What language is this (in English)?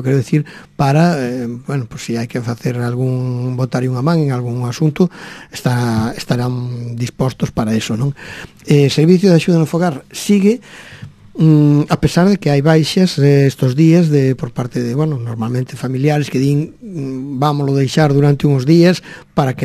Galician